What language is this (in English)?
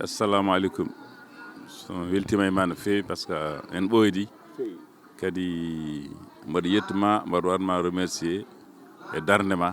Fula